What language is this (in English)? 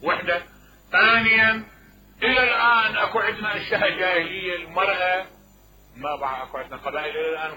Mesopotamian Arabic